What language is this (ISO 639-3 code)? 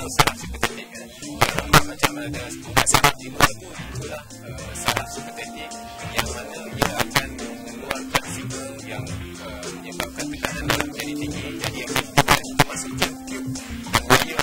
msa